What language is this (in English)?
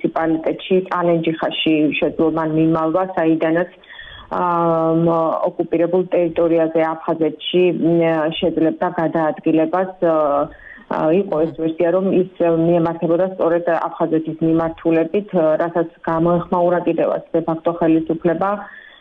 Georgian